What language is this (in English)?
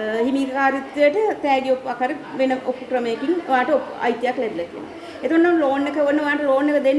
Sinhala